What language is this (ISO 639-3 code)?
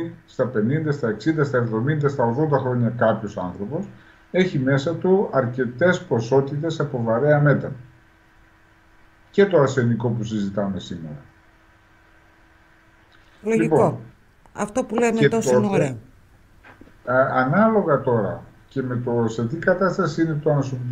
ell